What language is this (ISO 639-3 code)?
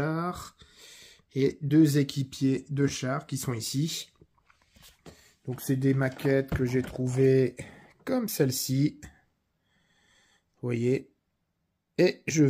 fra